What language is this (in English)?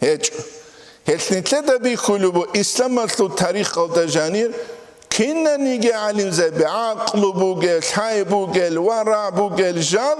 Avaric